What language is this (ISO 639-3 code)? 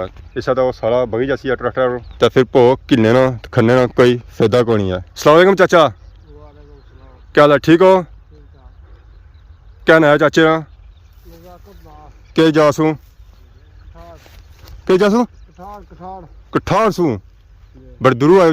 phr